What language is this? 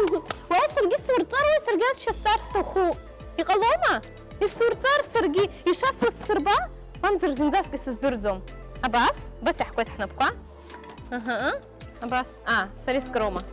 Abkhazian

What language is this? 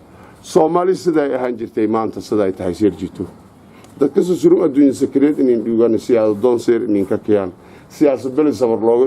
Somali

